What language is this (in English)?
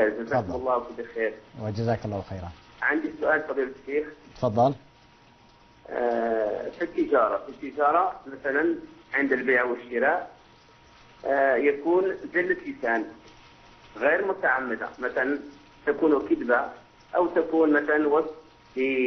Arabic